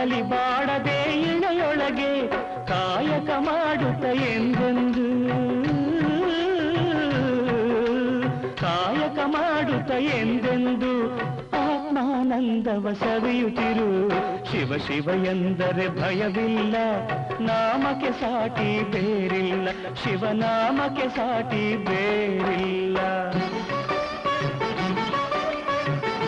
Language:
Kannada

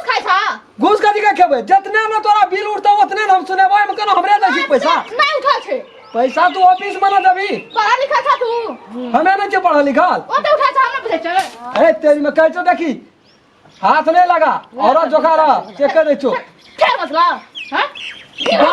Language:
Maithili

